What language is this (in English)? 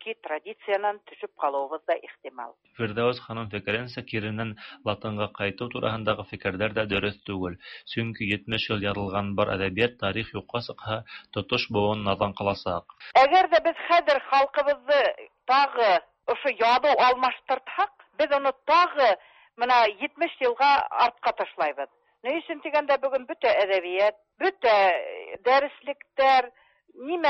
Tatar